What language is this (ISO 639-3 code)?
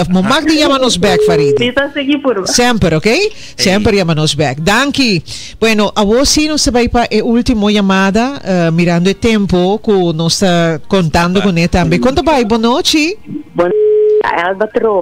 pap